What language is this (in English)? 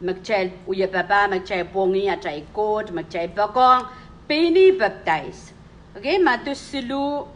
Pohnpeian